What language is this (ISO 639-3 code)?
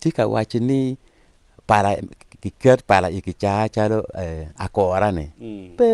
ach